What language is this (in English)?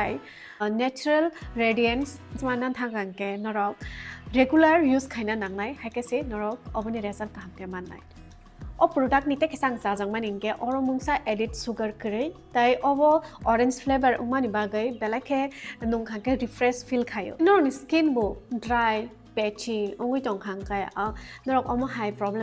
Kok Borok